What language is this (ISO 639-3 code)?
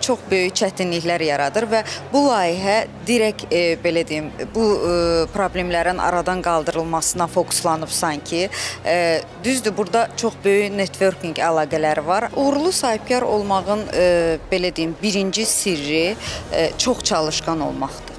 aze